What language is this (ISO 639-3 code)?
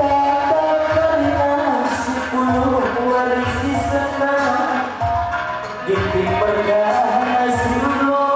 btx